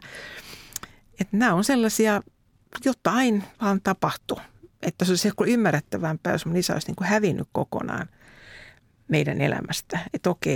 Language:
Finnish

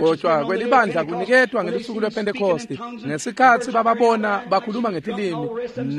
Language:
Swati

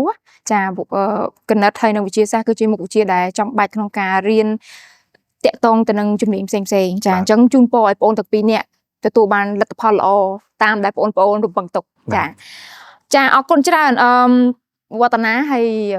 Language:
Khmer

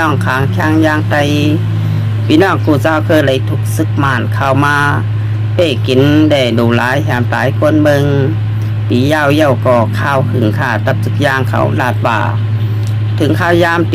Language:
Shan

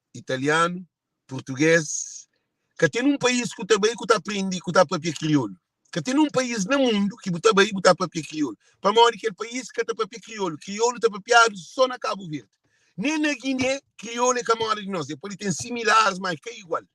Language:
Kabuverdianu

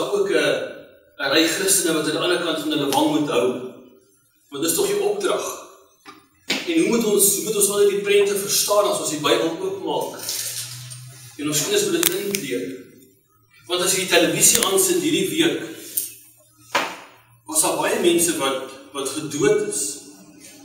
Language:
Afrikaans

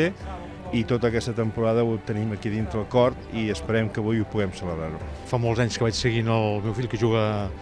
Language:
Catalan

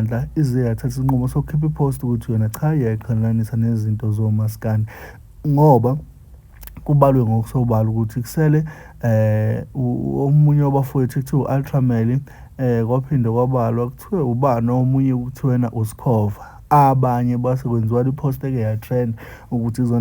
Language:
Zulu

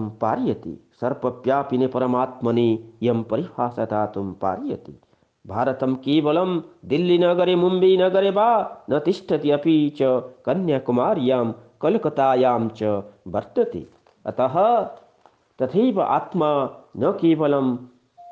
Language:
Sanskrit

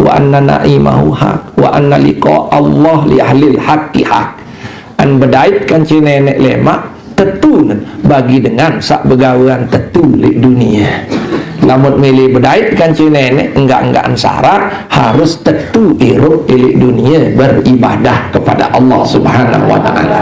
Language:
Sasak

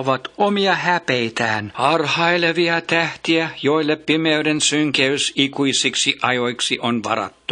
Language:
Finnish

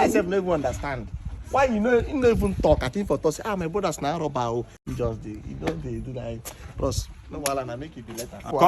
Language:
Nigerian Pidgin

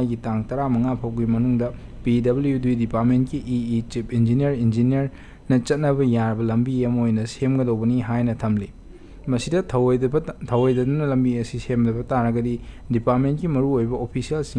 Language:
Manipuri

